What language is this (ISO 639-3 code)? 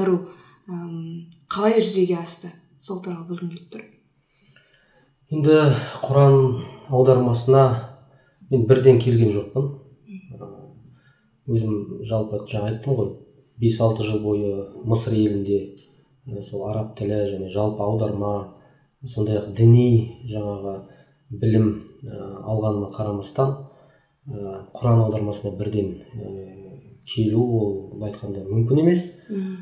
kaz